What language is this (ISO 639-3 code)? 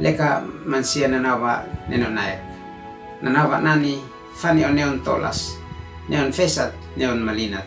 aoz